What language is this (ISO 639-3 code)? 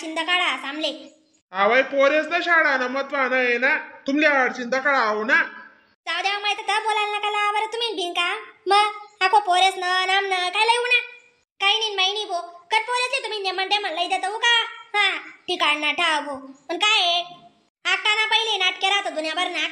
khn